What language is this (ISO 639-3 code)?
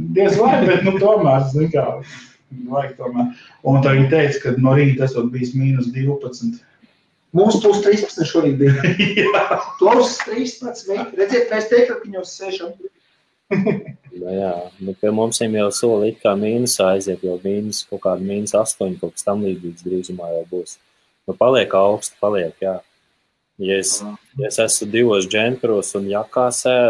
lav